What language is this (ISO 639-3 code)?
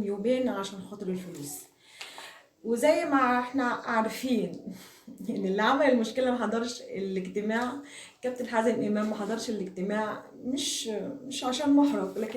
arz